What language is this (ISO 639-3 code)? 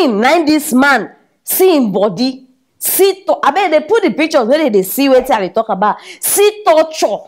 pcm